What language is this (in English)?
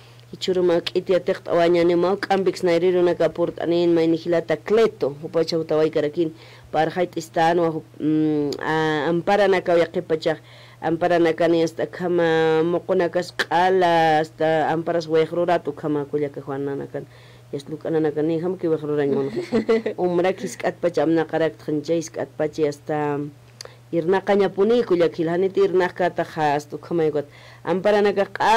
Aymara